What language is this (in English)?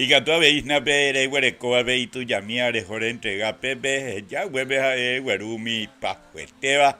Guarani